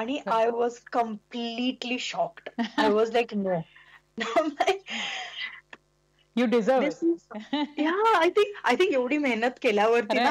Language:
Marathi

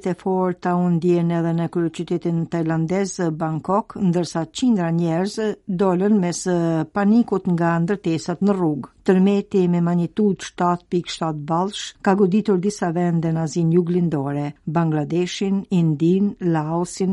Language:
Albanian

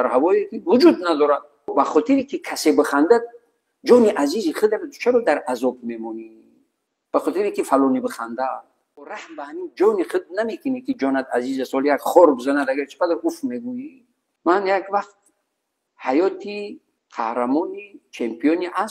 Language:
Tajik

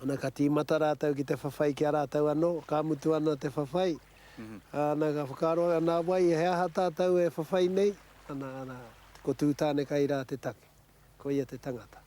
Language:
Māori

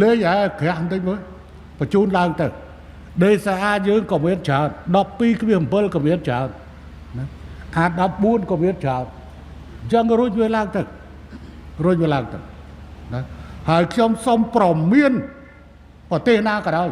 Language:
Khmer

